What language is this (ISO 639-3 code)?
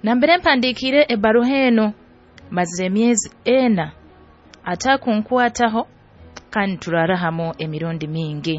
nyo